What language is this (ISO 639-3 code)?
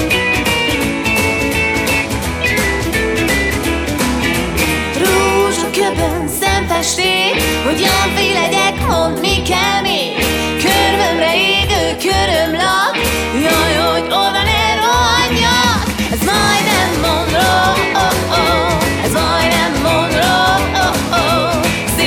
hun